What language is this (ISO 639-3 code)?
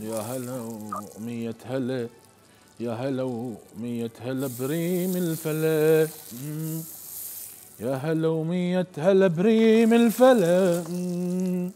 acm